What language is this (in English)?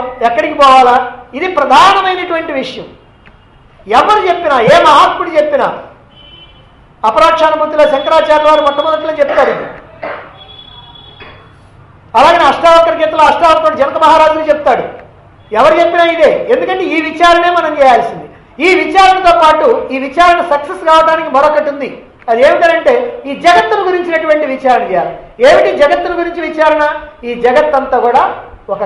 Telugu